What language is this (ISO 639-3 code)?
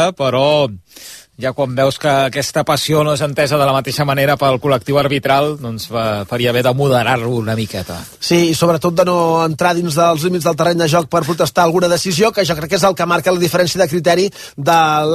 cat